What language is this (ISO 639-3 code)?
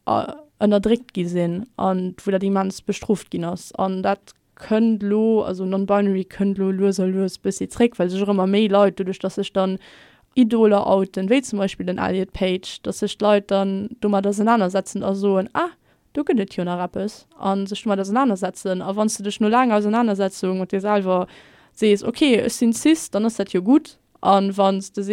ltz